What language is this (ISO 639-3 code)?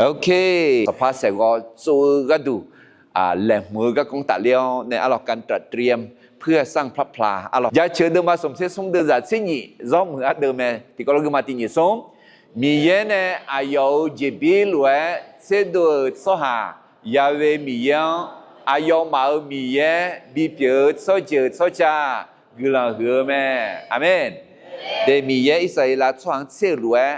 ahk